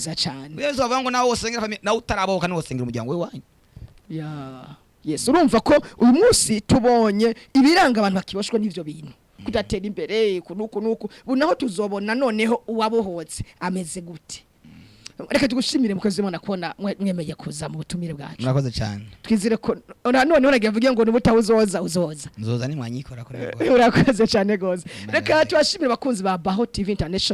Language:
Rundi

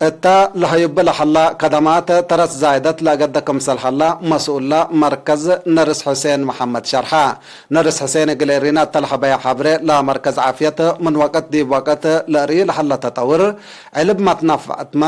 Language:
Tigre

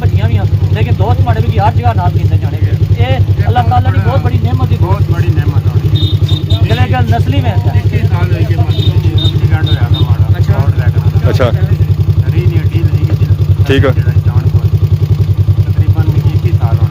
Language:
Pahari-Potwari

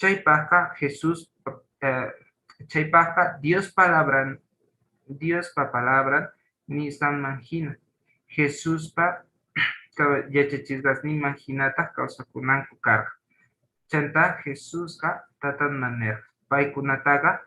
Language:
South Bolivian Quechua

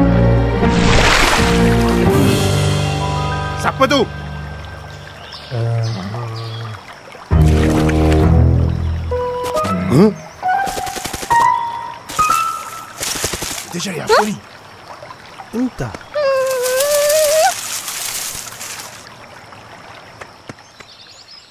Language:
Malay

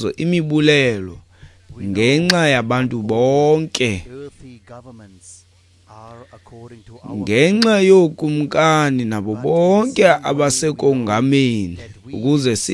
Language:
Xhosa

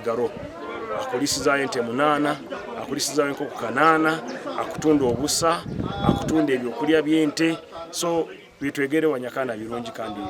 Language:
Nyankole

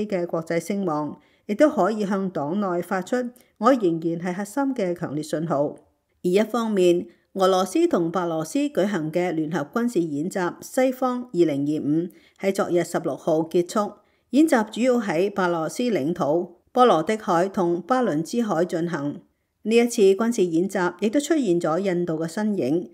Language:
Cantonese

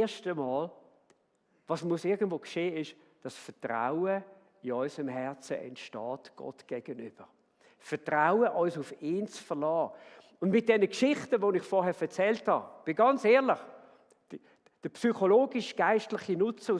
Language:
Swiss German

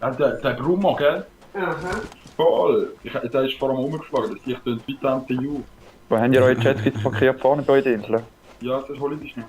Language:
Swiss German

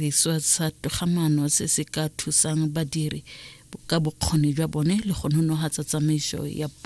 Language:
Tswana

